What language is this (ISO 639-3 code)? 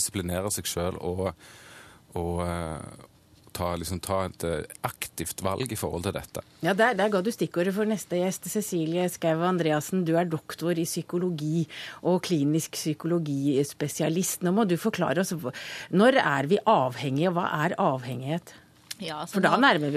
nor